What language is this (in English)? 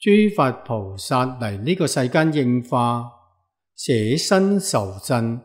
Cantonese